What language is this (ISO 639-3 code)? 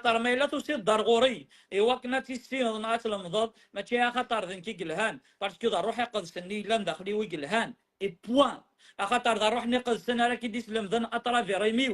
kab